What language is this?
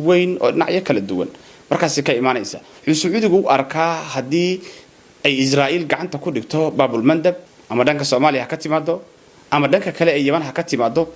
Somali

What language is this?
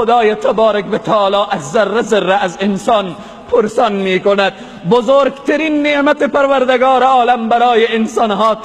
Persian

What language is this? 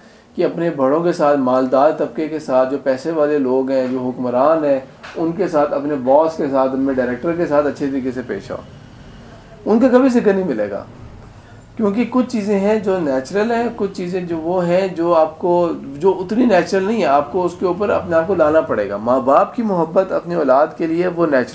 Urdu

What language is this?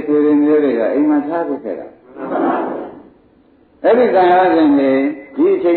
Burmese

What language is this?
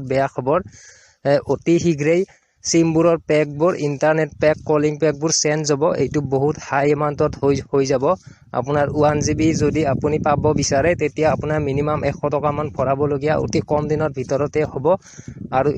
Assamese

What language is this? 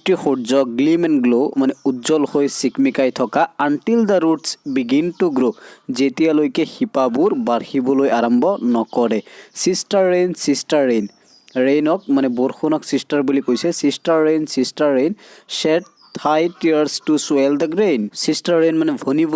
Assamese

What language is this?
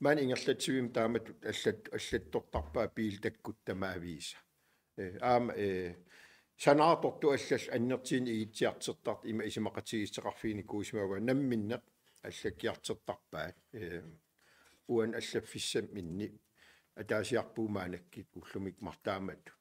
Kalaallisut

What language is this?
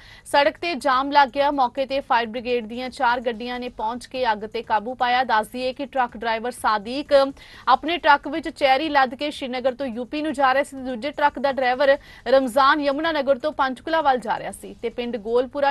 Punjabi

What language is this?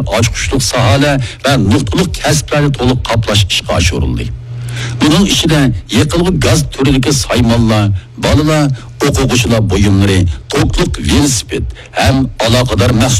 Uyghur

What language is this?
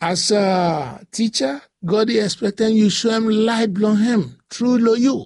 Bislama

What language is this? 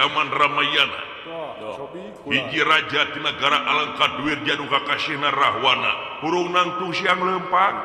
Sundanese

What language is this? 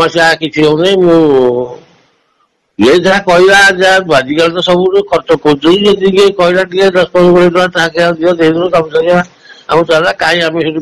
Odia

